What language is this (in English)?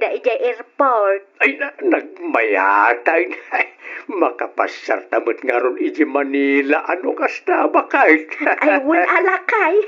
Iloko